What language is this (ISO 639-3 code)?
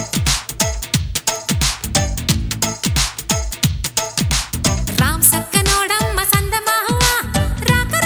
tel